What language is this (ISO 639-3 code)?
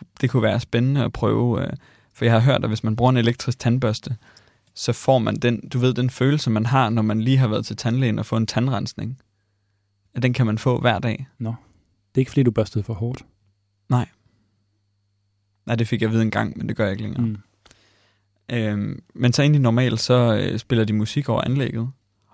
dan